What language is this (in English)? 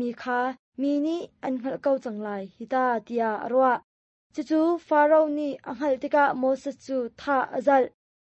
Hakha Chin